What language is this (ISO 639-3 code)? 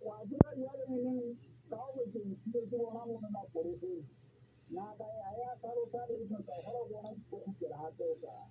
sot